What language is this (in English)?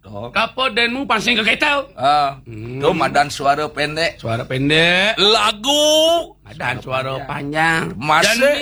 Balinese